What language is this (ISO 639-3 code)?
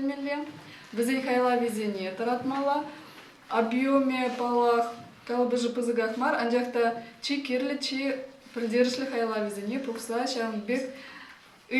chv